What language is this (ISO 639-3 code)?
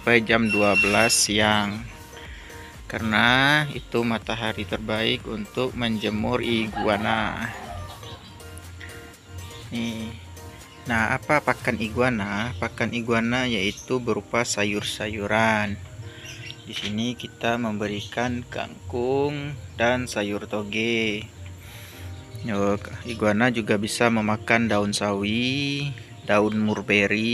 ind